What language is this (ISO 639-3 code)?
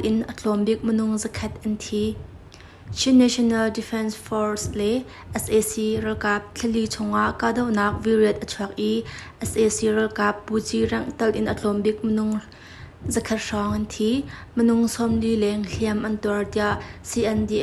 cnh